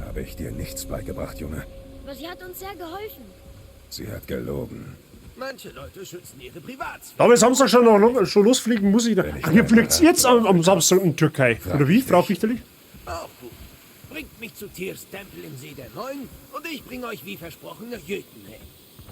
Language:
Bavarian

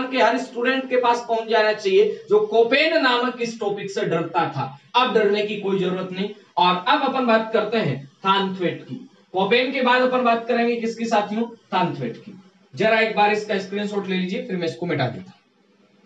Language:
Hindi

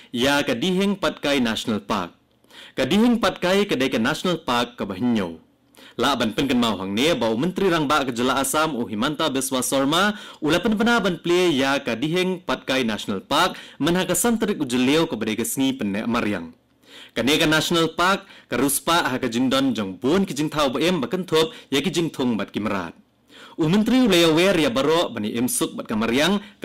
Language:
Khasi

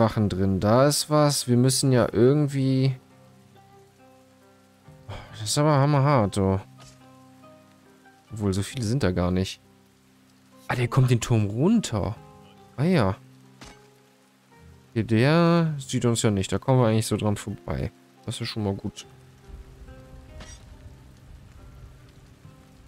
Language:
German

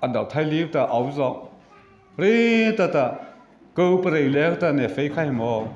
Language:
Mara Chin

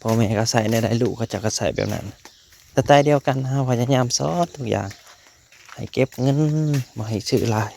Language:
Northeastern Thai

